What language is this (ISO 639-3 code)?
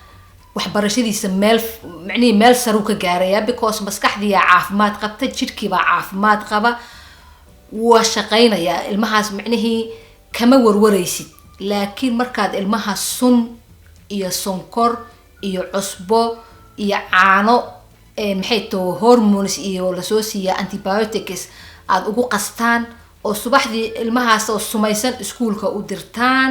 som